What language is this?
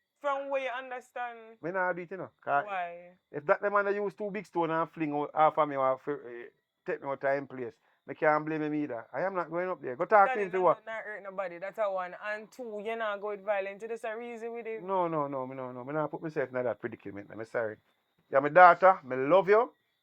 Jamaican Creole English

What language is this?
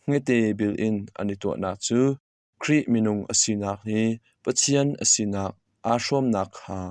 Hakha Chin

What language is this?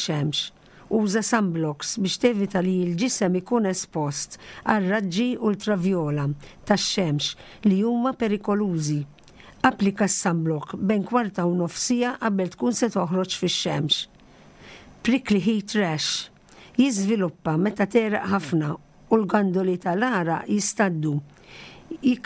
Maltese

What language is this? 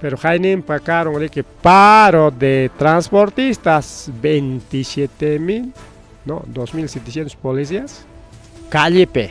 Ayacucho Quechua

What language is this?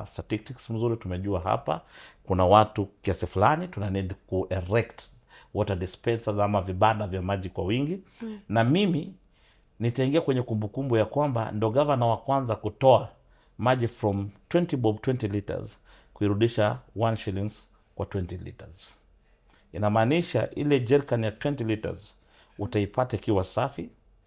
Swahili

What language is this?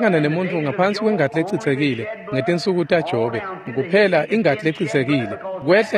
Swati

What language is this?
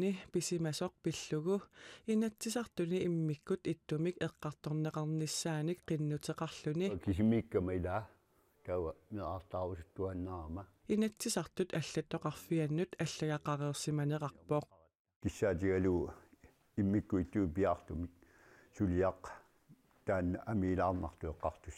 Kalaallisut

